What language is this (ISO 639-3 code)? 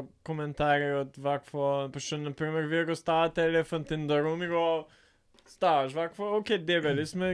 mkd